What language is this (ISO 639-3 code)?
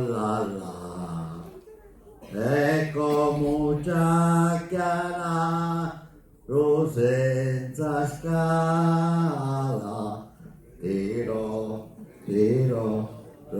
scn